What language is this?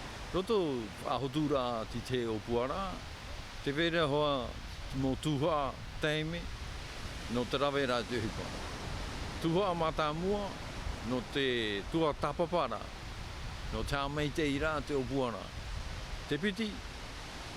Tahitian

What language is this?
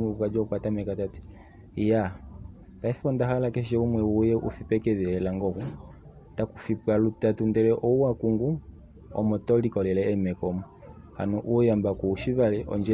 Kuanyama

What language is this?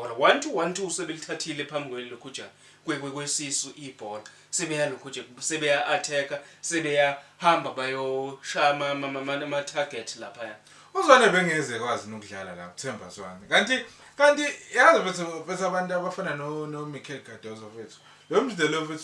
Zulu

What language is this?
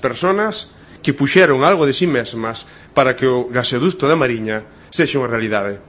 Galician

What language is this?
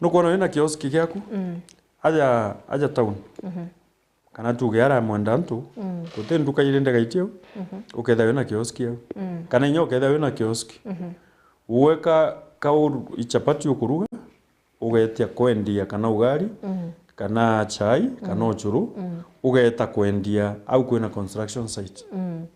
Meru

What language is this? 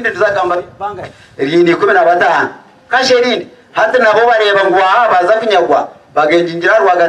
Nyankole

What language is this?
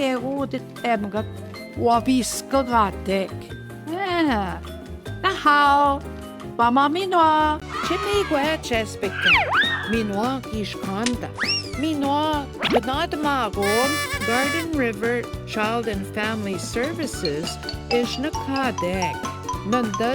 Central Ojibwa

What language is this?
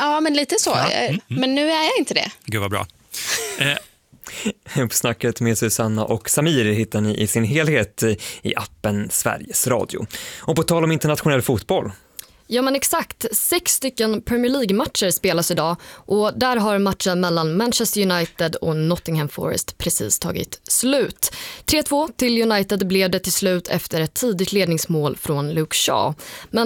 Swedish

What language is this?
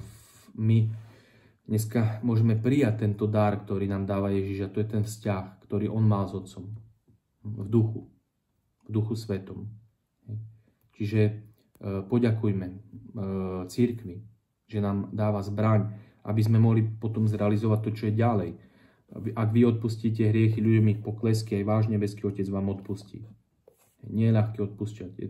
Slovak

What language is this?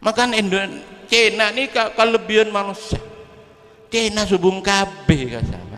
Madurese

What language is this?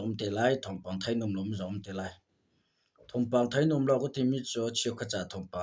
Hakha Chin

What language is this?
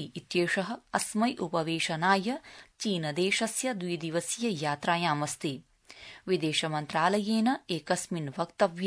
Sanskrit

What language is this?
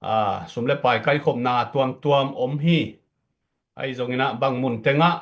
Tedim Chin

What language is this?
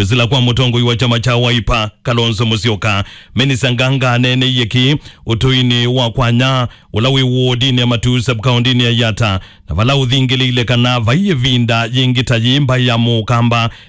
Kamba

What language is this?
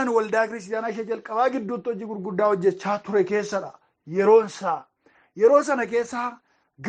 Oromo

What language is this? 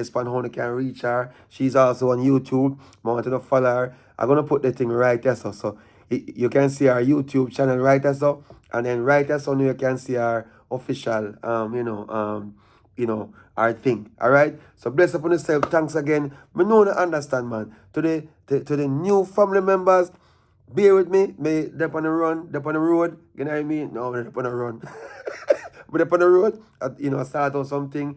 Jamaican Creole English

